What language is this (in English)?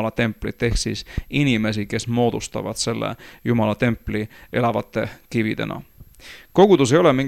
Estonian